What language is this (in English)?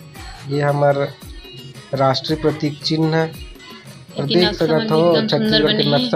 Chhattisgarhi